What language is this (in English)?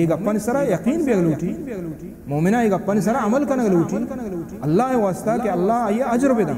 Baluchi